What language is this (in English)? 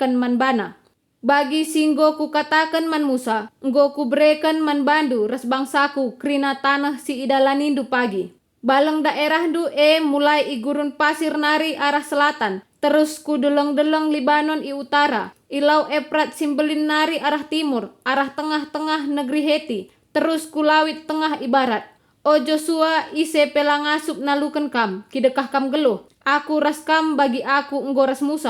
Batak Karo